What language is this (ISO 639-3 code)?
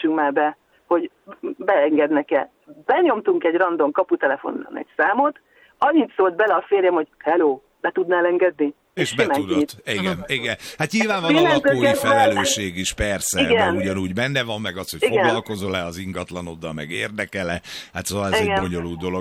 hun